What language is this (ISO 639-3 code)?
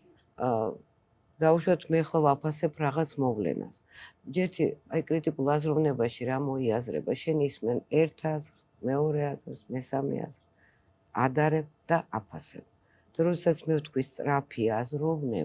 kat